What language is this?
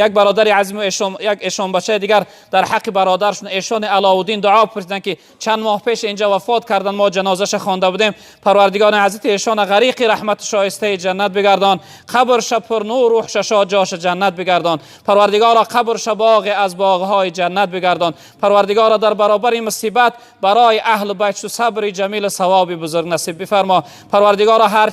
Tajik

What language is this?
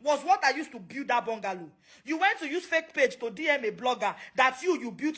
Nigerian Pidgin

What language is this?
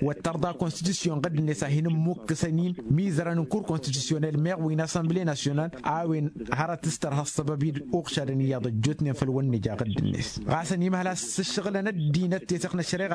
Tamasheq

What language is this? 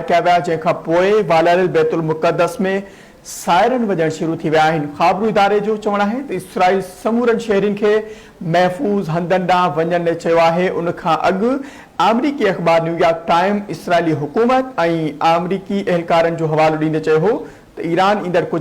Sindhi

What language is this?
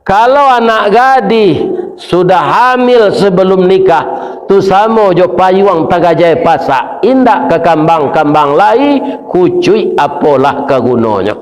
Minangkabau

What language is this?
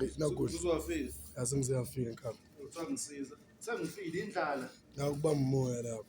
Zulu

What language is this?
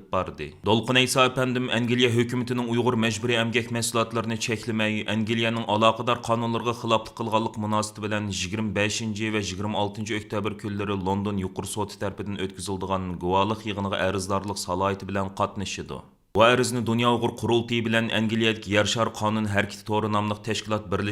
Uyghur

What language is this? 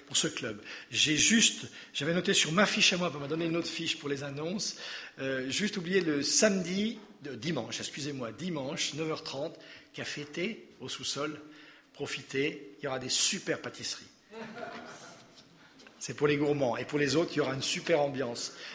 French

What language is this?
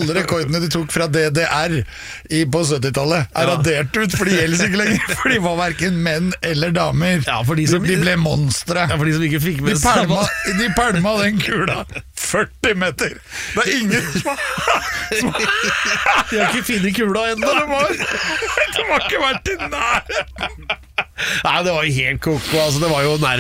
Norwegian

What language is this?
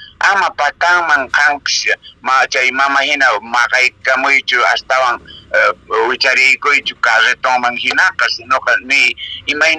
Quechua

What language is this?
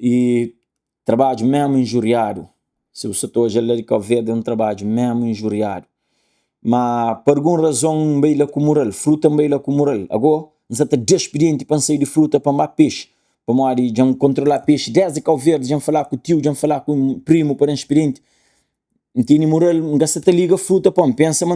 Kabuverdianu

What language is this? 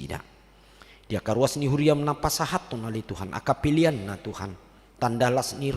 Batak Toba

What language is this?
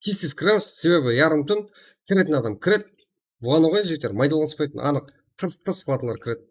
Kara-Kalpak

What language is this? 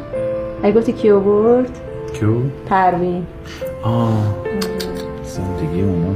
Persian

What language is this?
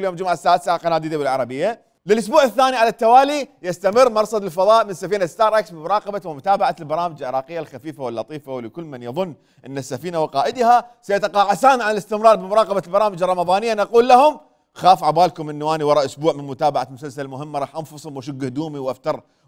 Mesopotamian Arabic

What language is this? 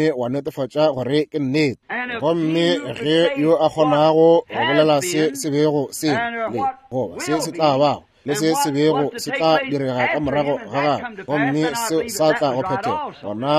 Northern Sotho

